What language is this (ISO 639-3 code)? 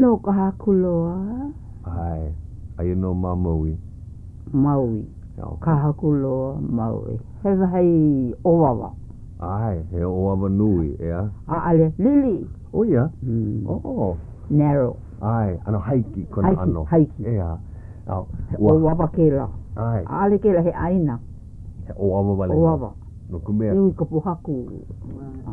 haw